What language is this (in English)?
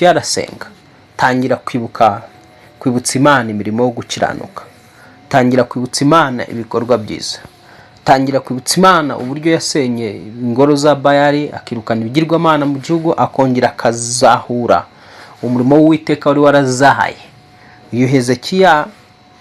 Kinyarwanda